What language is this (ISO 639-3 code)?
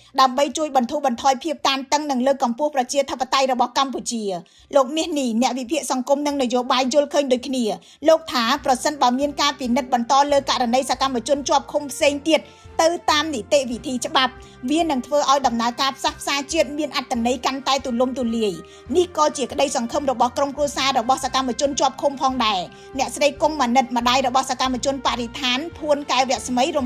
khm